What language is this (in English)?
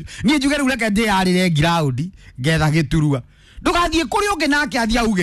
Kikuyu